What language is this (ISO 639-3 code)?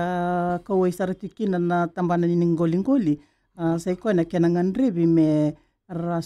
fij